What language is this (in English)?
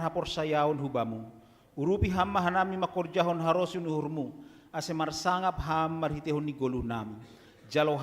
Batak Simalungun